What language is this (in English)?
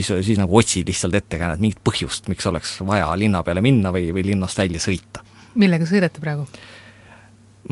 Estonian